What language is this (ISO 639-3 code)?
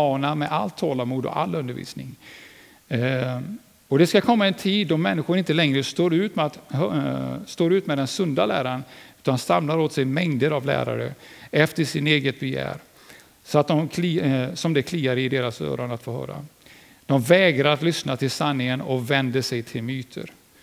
swe